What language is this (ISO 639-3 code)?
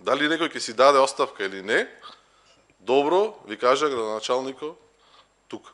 mkd